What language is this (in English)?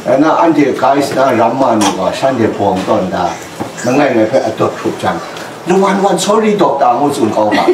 Kachin